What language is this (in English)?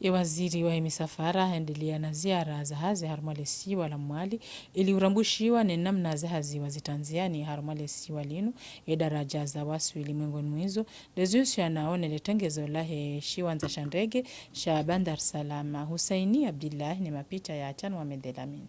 Ngazidja Comorian